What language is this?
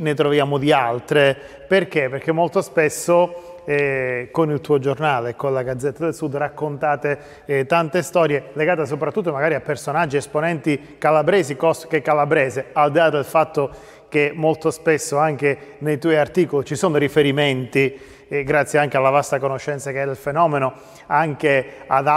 Italian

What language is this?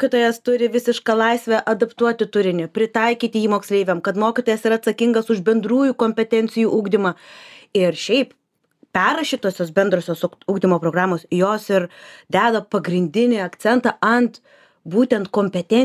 Lithuanian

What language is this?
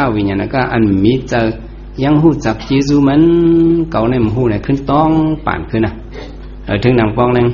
Shan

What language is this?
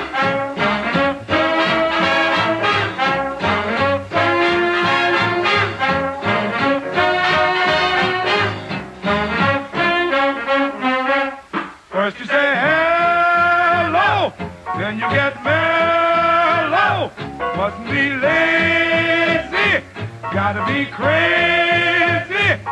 English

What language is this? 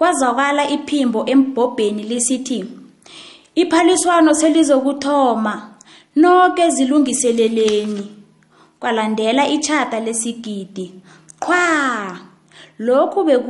South Ndebele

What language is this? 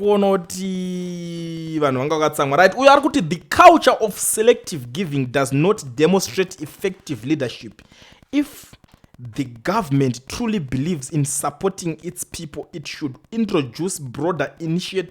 Shona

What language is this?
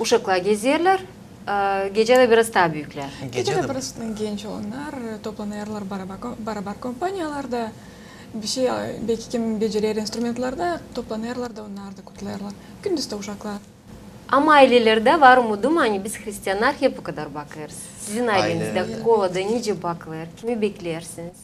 Gagauz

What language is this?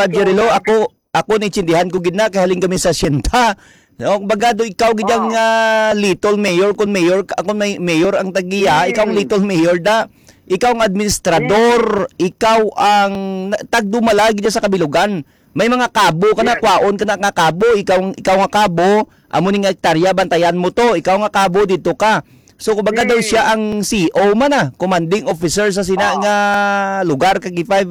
Hiligaynon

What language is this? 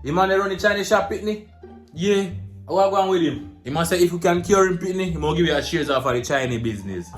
Jamaican Creole English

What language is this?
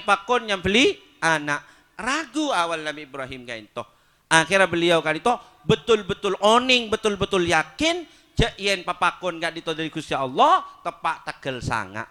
Madurese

